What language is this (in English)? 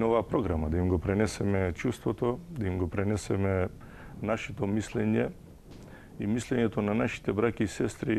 Macedonian